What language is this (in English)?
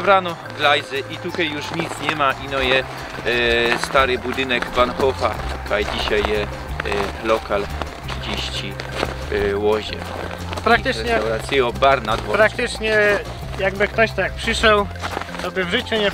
Silesian